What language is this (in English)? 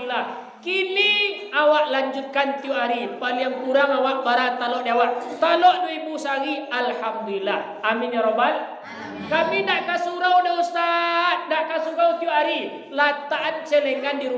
Minangkabau